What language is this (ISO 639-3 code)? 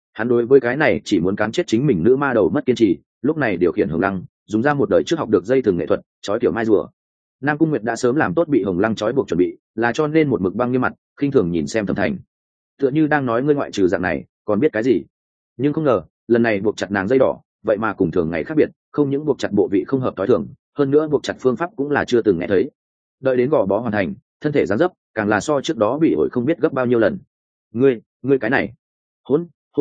vie